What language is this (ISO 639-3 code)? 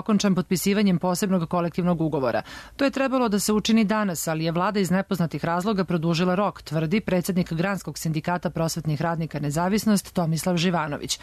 srp